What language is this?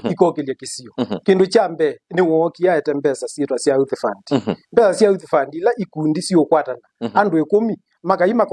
Kamba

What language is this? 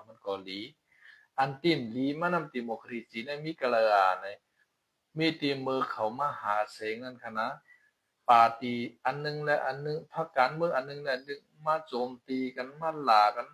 Shan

